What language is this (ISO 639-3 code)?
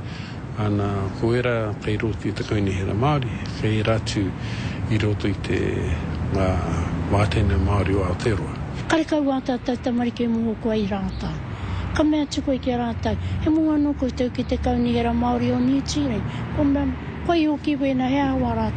mri